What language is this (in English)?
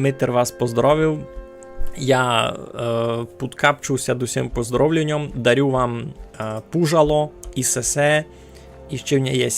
Rusyn